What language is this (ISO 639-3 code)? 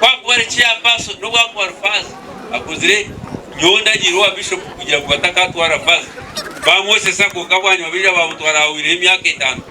nyn